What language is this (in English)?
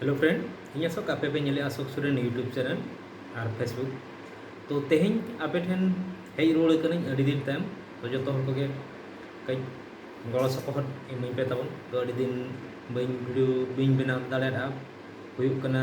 Santali